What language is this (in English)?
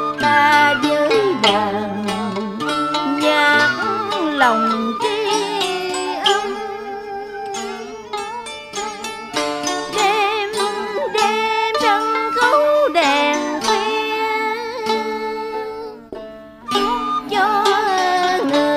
Vietnamese